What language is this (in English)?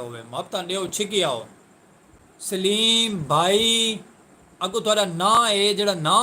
Saraiki